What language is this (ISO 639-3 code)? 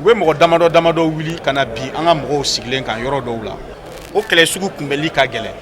bam